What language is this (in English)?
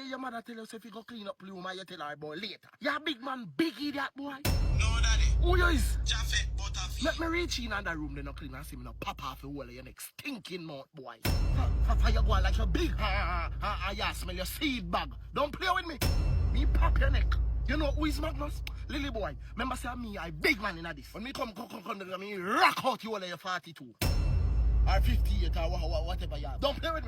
Jamaican Creole English